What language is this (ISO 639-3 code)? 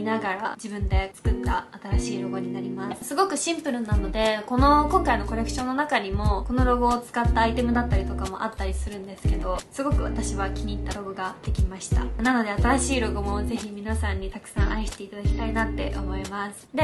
jpn